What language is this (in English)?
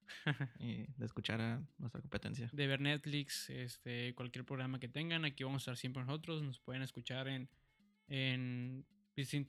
Spanish